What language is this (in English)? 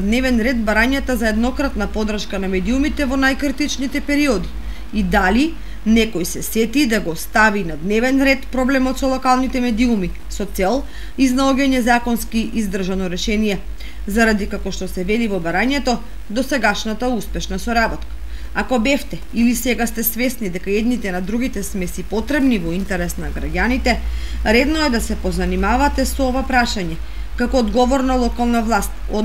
Macedonian